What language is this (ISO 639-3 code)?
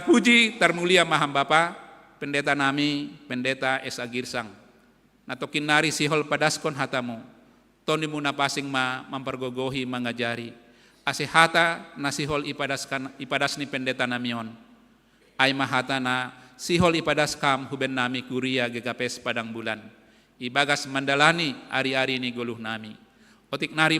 bts